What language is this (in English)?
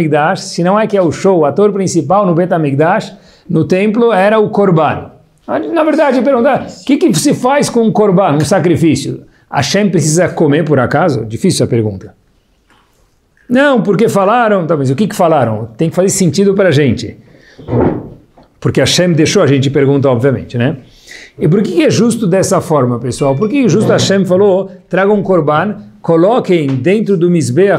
Portuguese